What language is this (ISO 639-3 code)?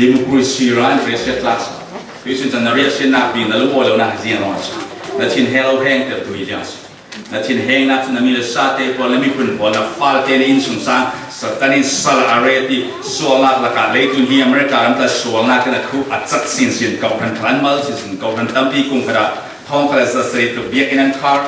cfm